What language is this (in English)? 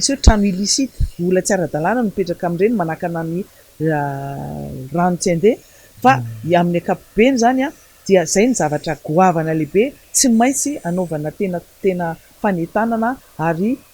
Malagasy